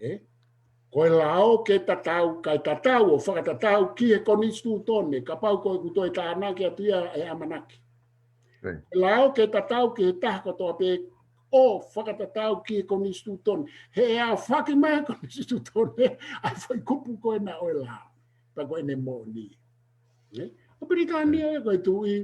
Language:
Tongan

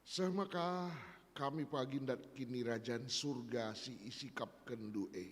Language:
Batak Karo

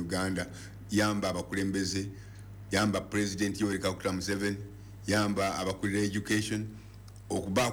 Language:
Ganda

